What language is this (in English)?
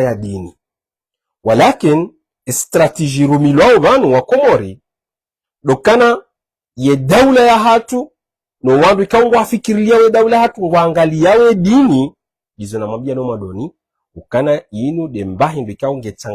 Ngazidja Comorian